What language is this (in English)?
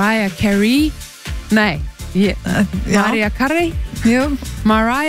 Icelandic